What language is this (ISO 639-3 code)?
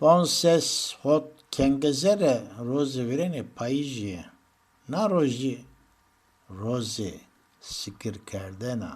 zza